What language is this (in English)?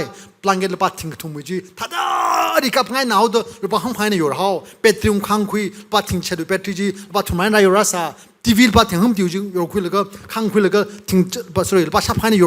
Tangkhul Naga (India)